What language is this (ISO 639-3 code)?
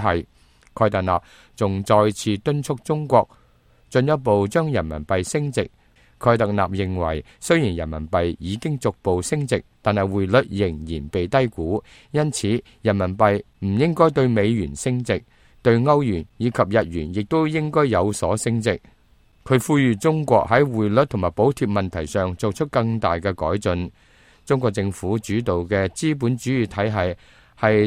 yue